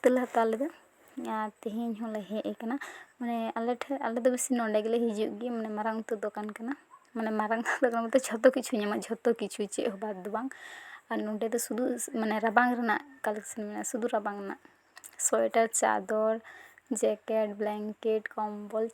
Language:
Santali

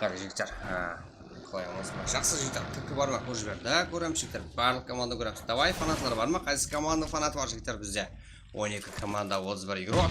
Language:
Kara-Kalpak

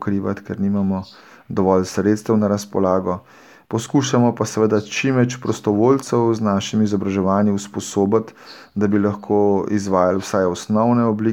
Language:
Slovenian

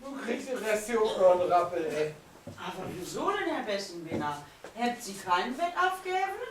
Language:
Low German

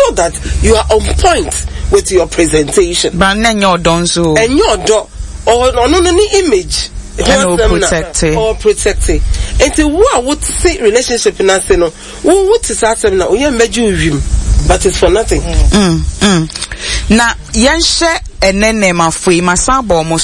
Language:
Akan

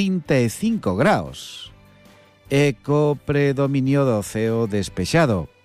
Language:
Galician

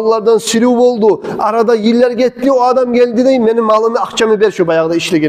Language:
Kumyk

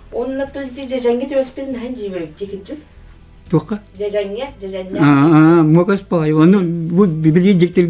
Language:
Yakut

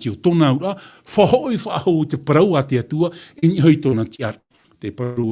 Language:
Tahitian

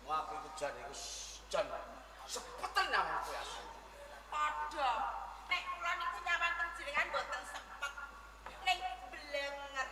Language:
Javanese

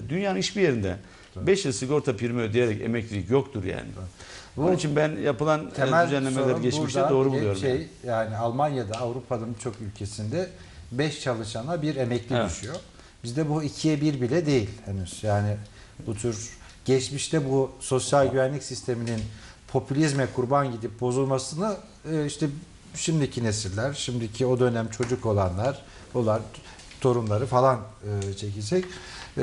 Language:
Turkish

